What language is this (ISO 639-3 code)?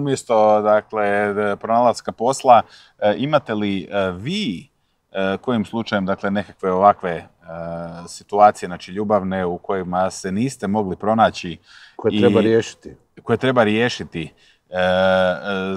hrv